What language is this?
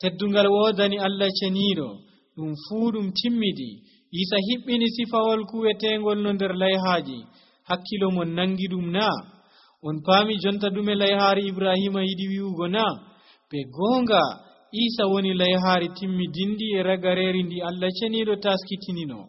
Nigerian Fulfulde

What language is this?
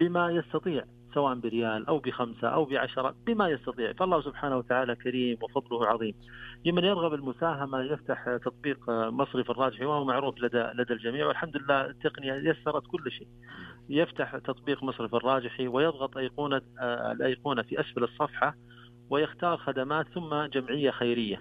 Najdi Arabic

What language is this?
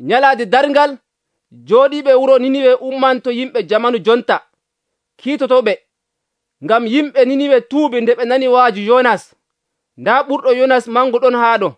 Nigerian Fulfulde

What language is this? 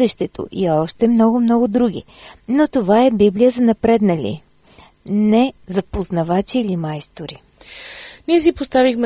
Bulgarian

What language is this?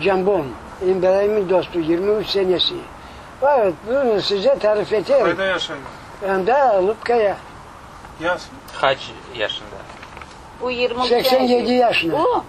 Crimean Tatar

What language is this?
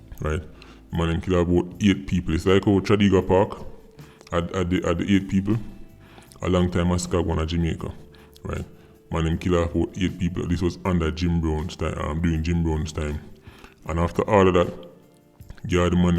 Jamaican Creole English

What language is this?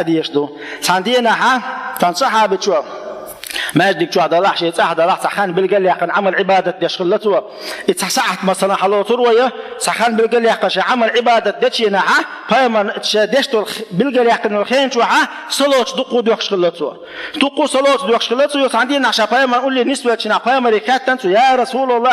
Chechen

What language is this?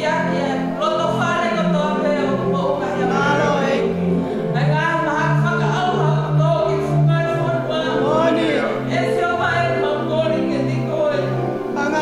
Tongan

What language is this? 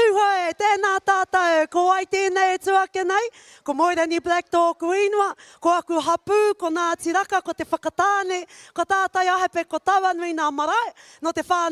Māori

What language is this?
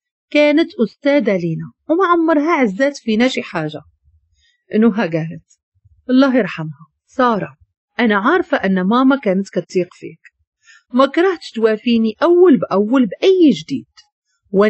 Moroccan Arabic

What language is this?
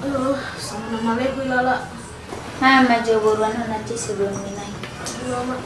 Batak Toba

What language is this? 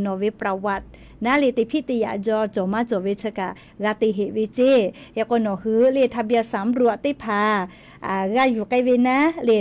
Lahu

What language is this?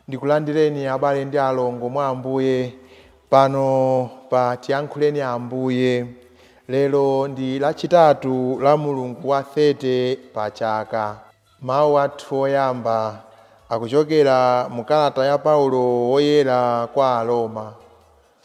Nyanja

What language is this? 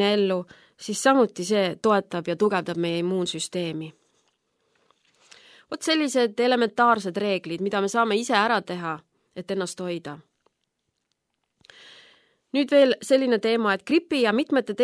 Estonian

